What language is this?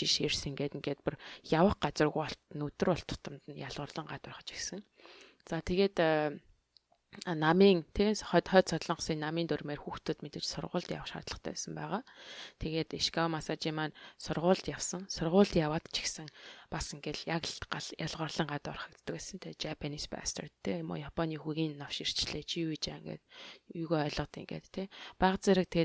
Mongolian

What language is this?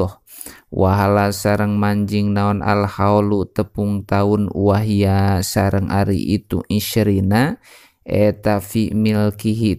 Sundanese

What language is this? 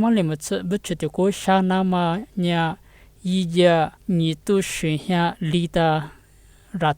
Lisu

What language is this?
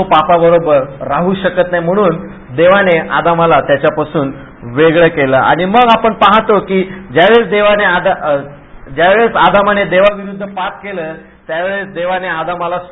Marathi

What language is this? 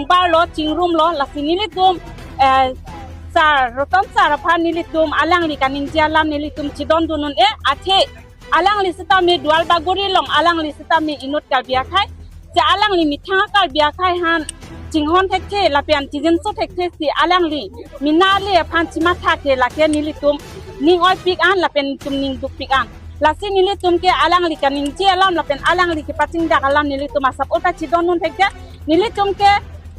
Karbi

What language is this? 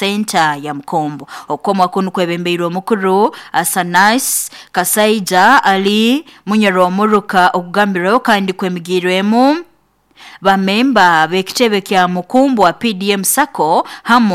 Nyoro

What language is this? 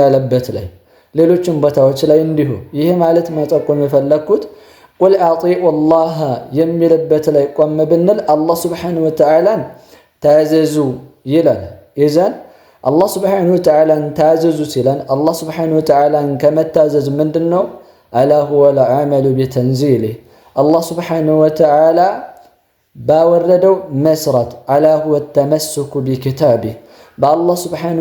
Amharic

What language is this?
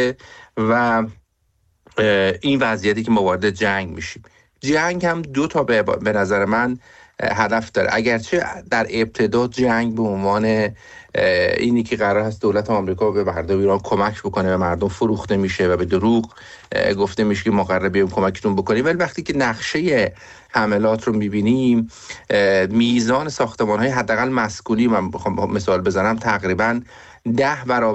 Persian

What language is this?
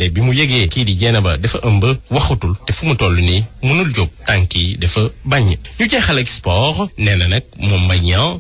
Wolof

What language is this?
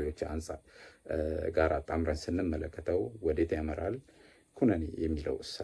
Amharic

